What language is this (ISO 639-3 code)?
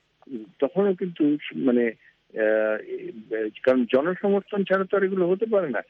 ben